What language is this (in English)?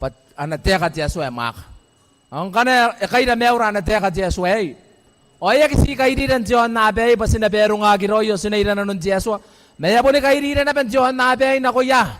Gilbertese